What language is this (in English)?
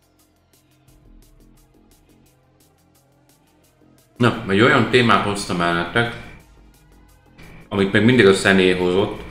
Hungarian